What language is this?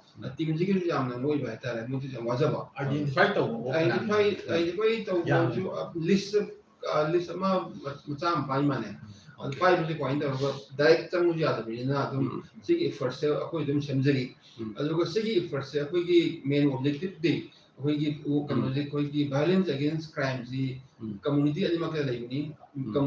Manipuri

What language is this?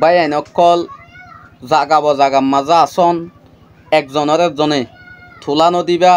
Rohingya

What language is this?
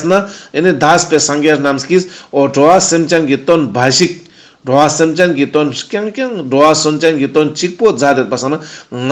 Ladakhi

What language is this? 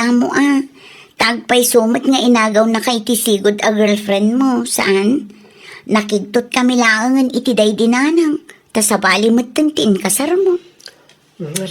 Iloko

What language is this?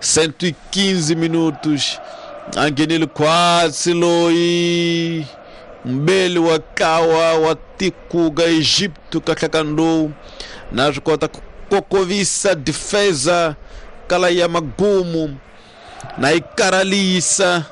Tsonga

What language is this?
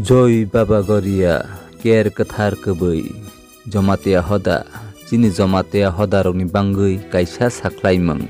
Kok Borok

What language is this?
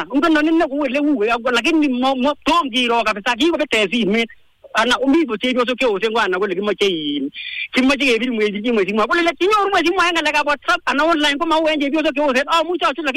Swahili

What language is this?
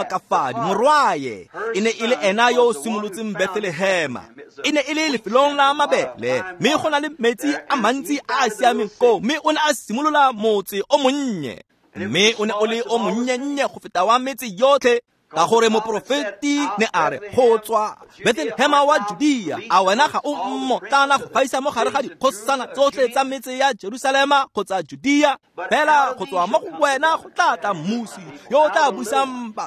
Tswana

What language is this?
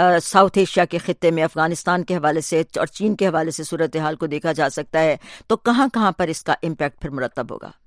Urdu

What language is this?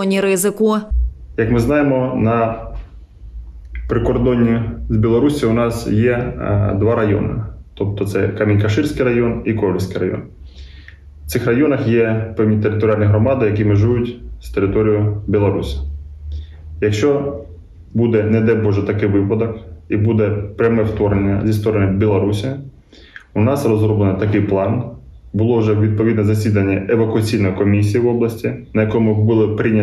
Ukrainian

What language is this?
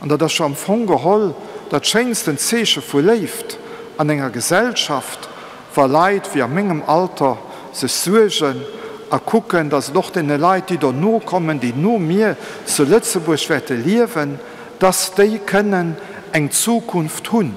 Luxembourgish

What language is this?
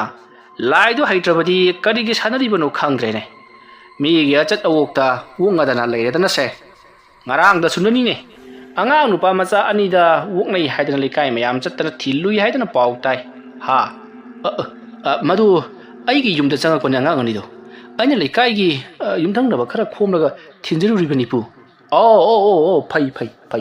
Manipuri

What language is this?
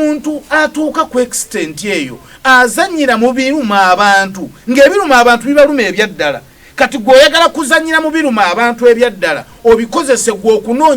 Ganda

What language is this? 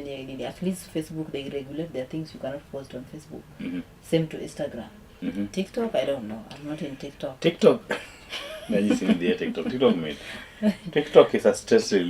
Luo (Kenya and Tanzania)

